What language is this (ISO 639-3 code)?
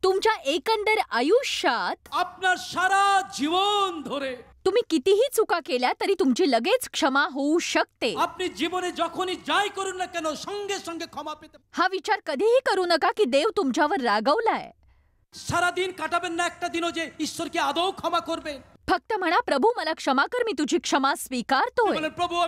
mar